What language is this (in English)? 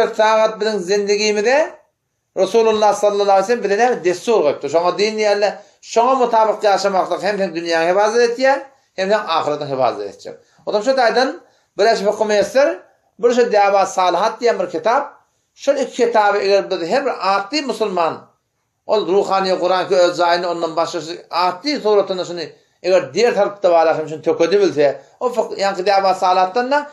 Turkmen